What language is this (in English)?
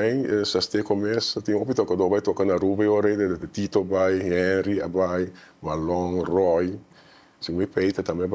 Papiamento